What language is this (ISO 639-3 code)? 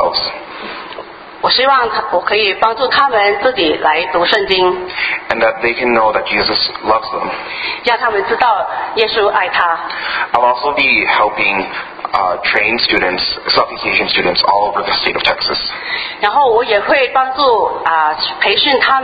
zho